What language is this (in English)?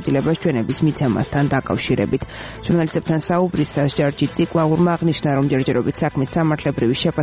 Georgian